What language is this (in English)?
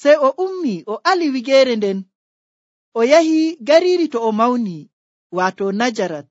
Nigerian Fulfulde